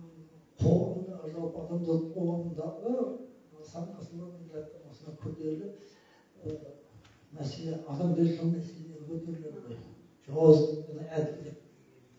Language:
Kazakh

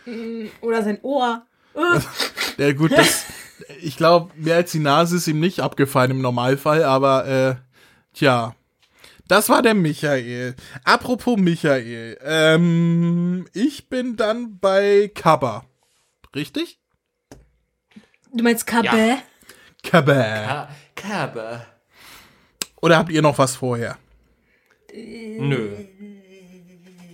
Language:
German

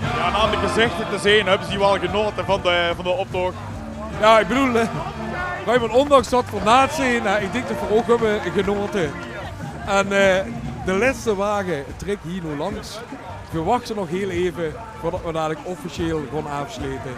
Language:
Limburgish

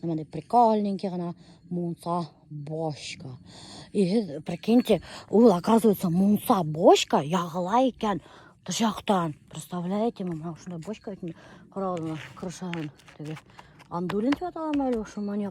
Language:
Bashkir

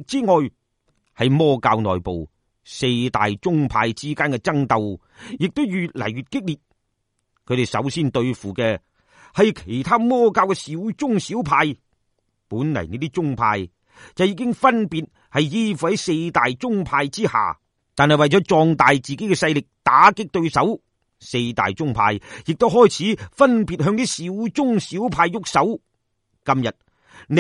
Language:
Cantonese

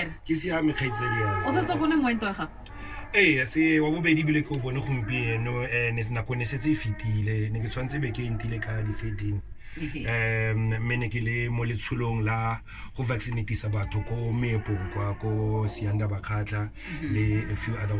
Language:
Tswana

